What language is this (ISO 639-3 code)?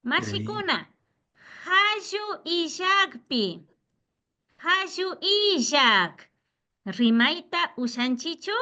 qvi